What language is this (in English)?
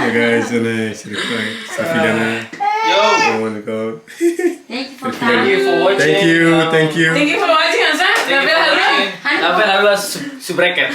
Tetum